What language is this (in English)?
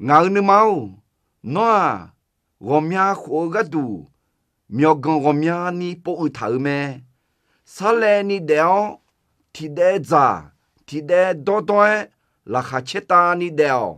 Akha